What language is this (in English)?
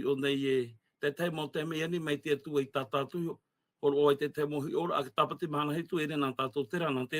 Tahitian